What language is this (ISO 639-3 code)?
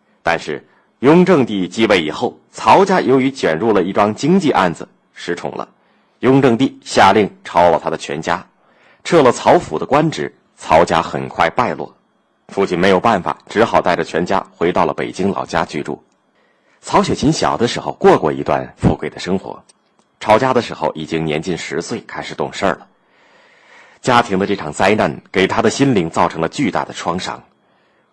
zho